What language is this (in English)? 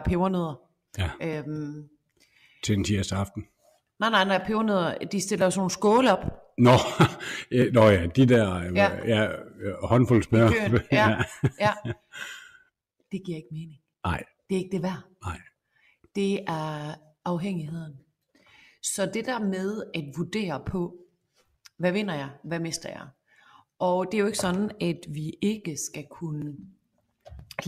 Danish